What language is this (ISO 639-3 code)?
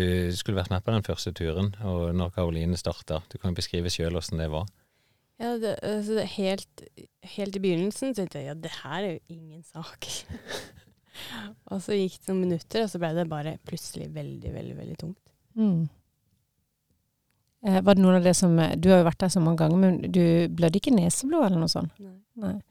nor